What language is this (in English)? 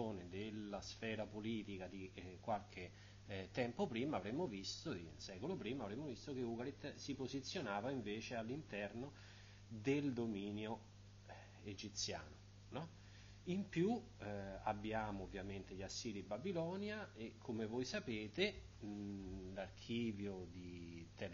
Italian